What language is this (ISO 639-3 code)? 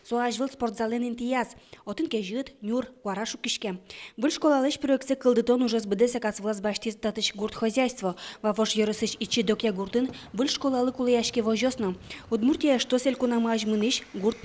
udm